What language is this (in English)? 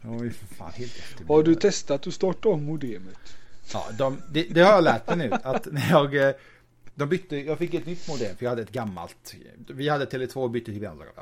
Swedish